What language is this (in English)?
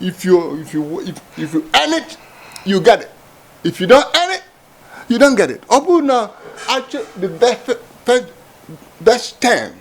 Igbo